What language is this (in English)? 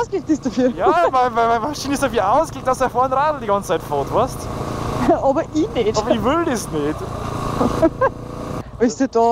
Bavarian